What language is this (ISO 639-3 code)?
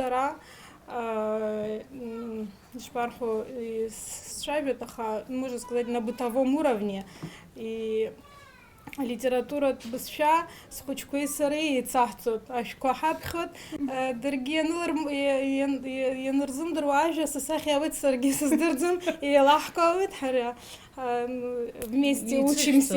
abk